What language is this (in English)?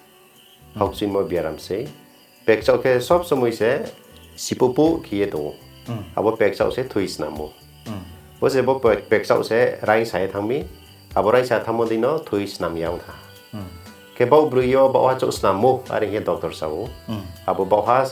Riang (India)